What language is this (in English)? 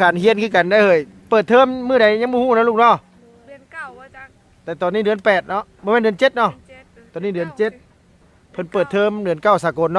Lao